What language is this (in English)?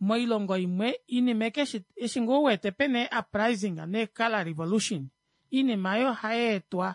Kuanyama